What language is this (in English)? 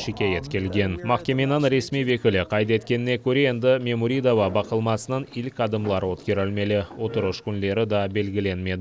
Crimean Tatar